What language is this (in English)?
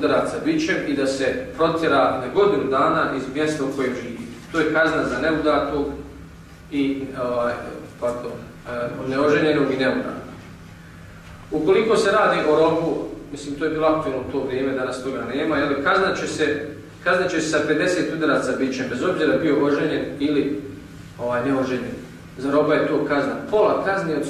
Bosnian